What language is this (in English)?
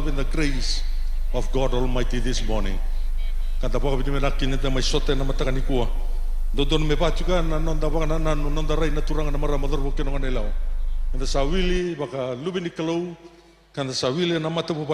Fijian